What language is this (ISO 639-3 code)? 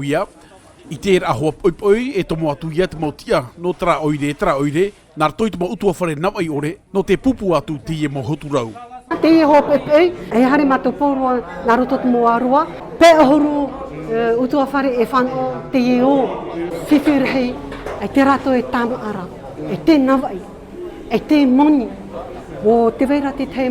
tah